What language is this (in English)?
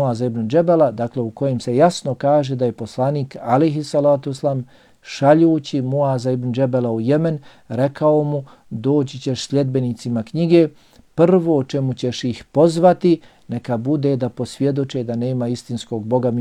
Bosnian